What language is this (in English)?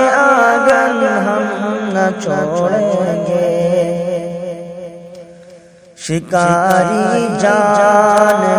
Urdu